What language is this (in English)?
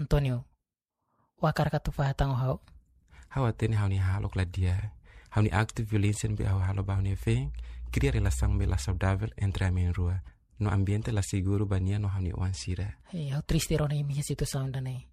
Tetum